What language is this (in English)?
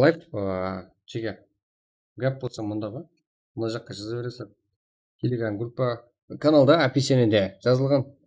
Kara-Kalpak